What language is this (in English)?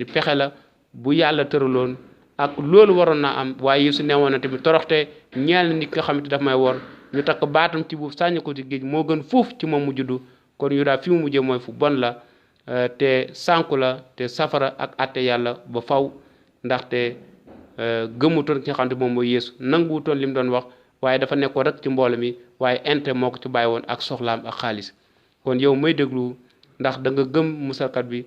Wolof